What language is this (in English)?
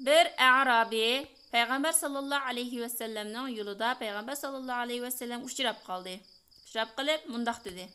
Uyghur